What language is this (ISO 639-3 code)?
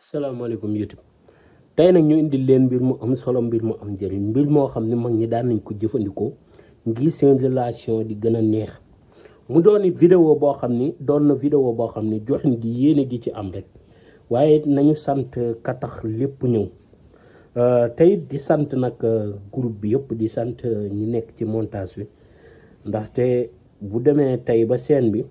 wol